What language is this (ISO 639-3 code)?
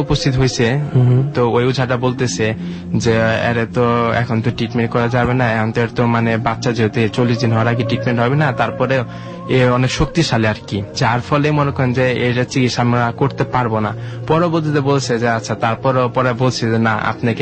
ben